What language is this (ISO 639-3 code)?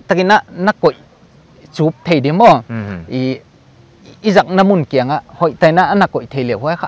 pck